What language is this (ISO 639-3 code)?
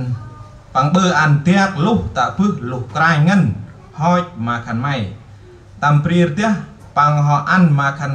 cmo